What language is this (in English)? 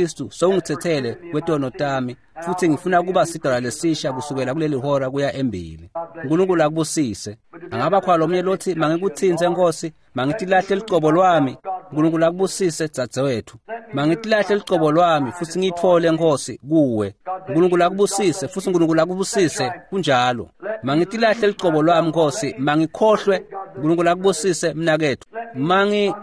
Swati